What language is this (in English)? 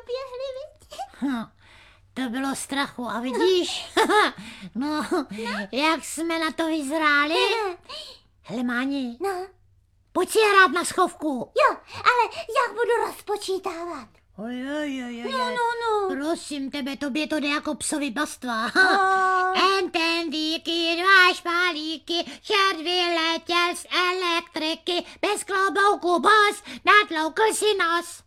Czech